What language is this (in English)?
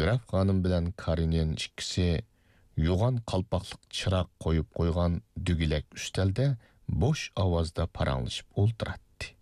Uyghur